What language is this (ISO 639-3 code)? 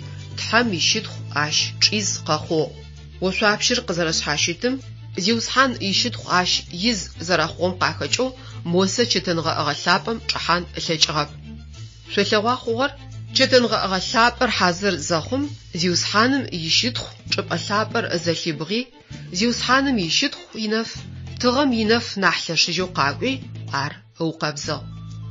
ady